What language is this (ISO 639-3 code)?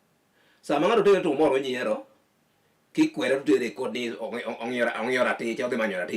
luo